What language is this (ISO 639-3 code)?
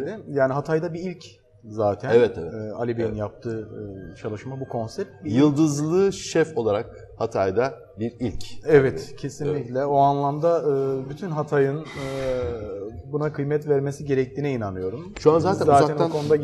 tur